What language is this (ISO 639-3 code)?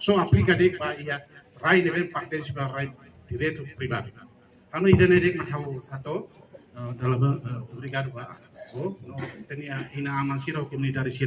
tet